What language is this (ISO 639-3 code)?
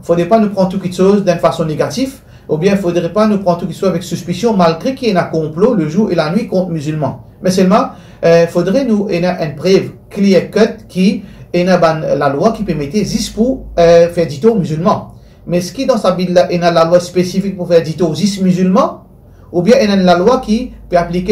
mfe